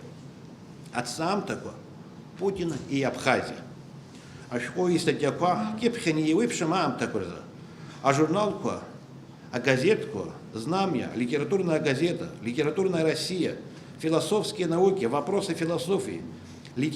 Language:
Abkhazian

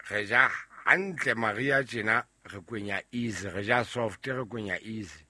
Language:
Southern Sotho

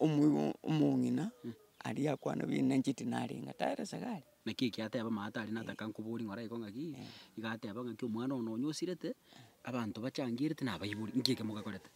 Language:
Gusii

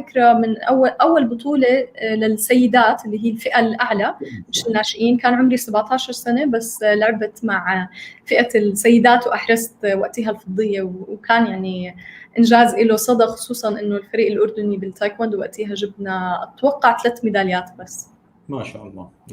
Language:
North Levantine Arabic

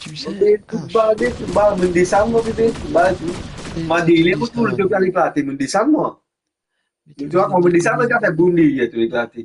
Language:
Morisyen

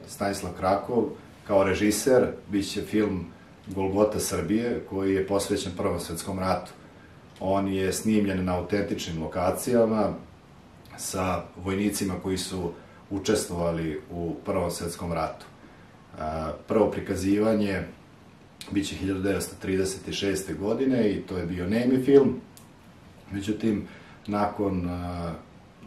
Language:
Serbian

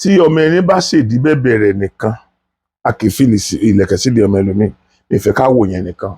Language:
Yoruba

